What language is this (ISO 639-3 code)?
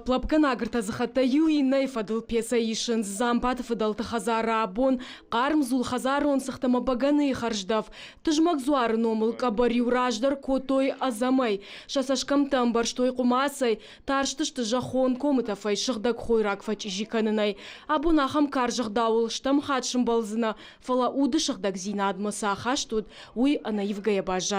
oss